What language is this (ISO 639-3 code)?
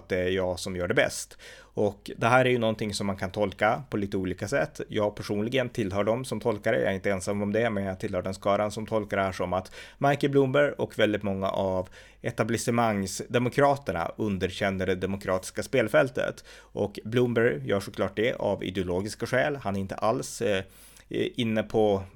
swe